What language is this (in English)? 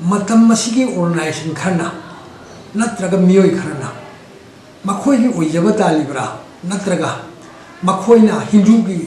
Manipuri